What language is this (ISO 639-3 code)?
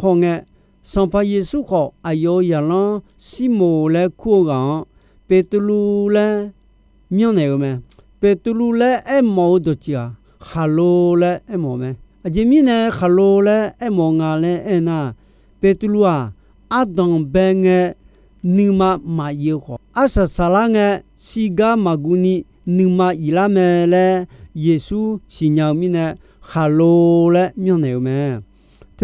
ahk